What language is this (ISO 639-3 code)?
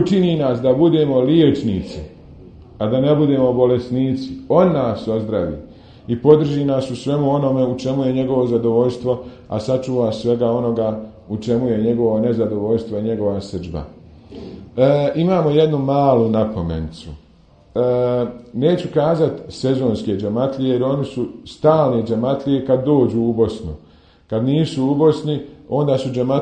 bos